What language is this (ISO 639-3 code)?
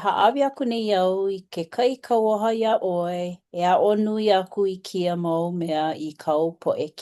haw